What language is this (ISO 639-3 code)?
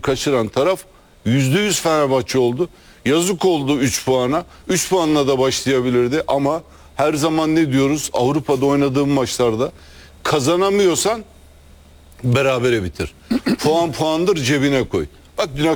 tur